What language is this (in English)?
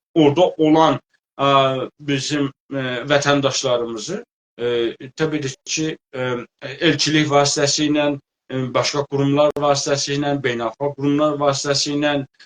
South Azerbaijani